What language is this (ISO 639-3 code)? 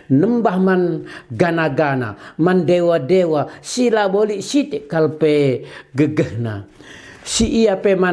btx